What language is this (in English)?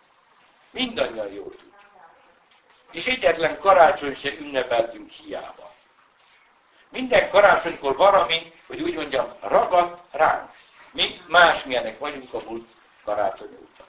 Hungarian